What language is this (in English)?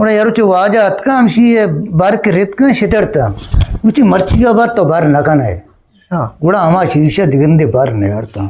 Eastern Balochi